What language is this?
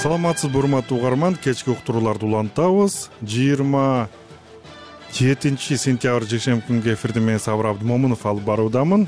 Kyrgyz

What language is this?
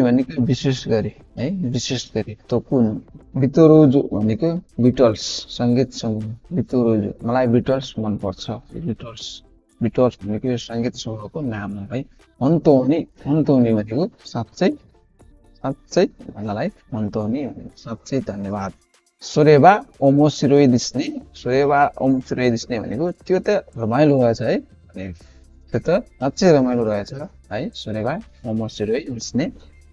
Nepali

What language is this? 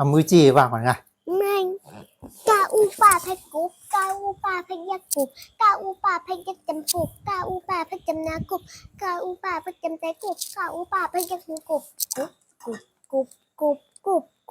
Shan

